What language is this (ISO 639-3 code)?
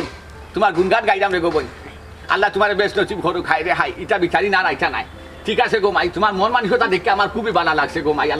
syl